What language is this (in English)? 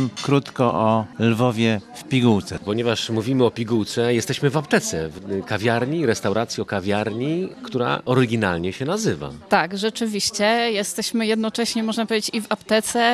Polish